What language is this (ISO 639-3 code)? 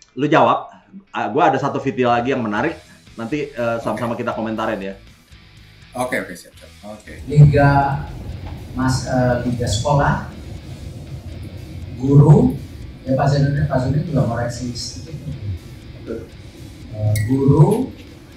ind